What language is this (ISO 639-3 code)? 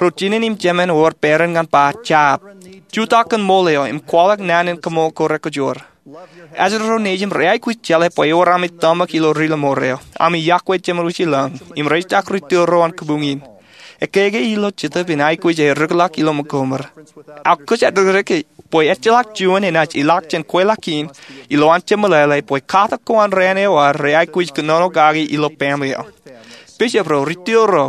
mah